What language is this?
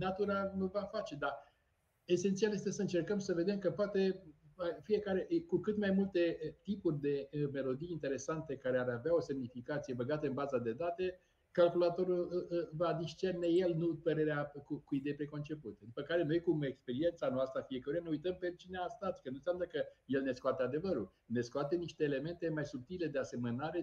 Romanian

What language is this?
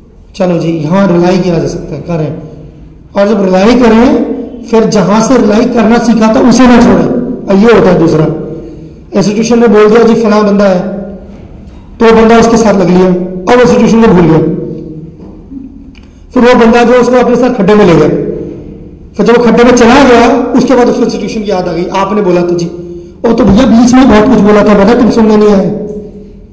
Hindi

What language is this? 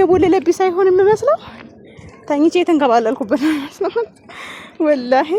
Amharic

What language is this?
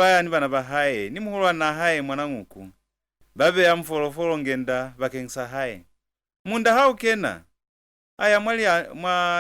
Lozi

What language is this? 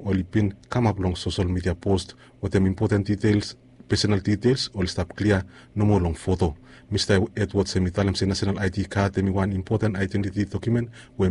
Bislama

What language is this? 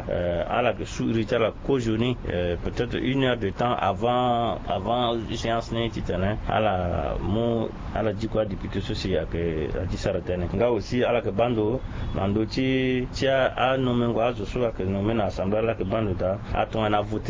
Sango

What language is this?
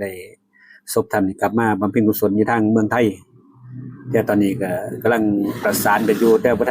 Lao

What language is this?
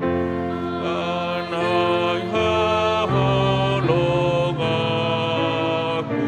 Batak Toba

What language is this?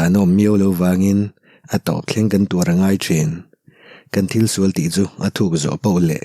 Mizo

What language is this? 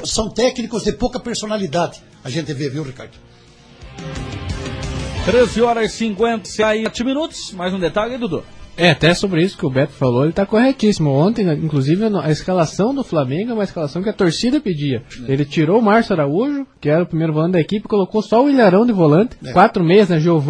Portuguese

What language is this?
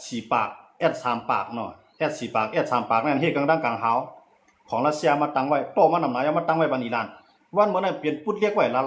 Shan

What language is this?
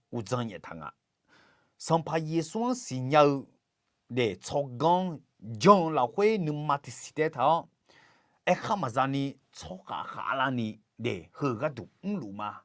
Akha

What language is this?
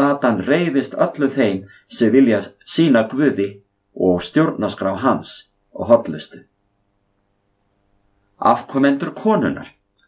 Icelandic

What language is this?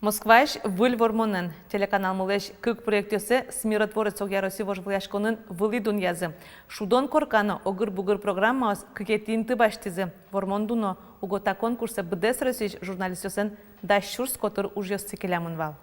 Udmurt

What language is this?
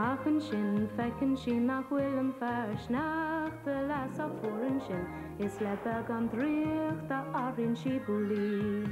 Irish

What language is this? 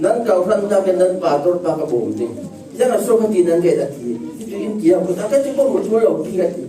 Falam Chin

